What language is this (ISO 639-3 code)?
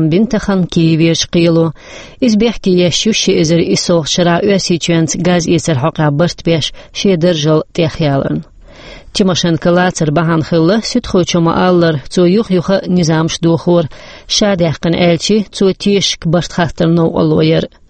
che